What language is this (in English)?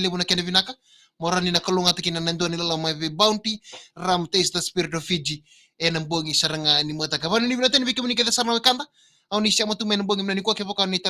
Fijian